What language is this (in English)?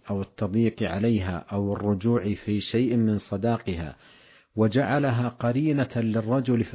Arabic